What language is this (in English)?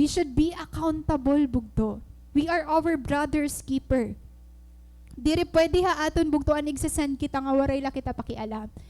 Waray